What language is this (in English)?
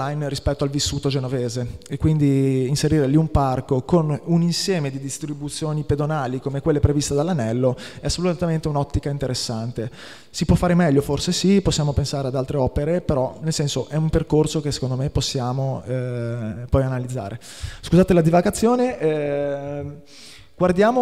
Italian